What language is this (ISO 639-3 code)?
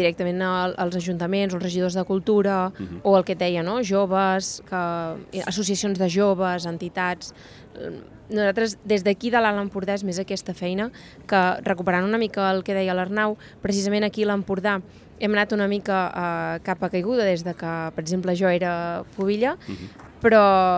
cat